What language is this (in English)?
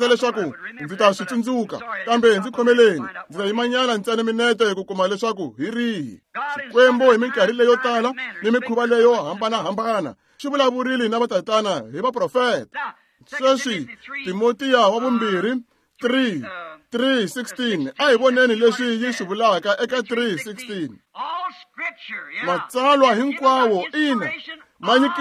Tsonga